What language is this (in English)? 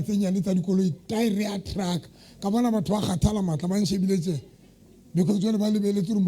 Southern Sotho